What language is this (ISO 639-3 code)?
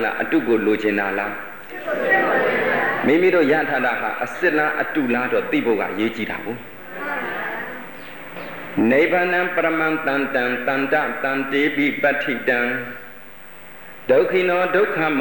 mya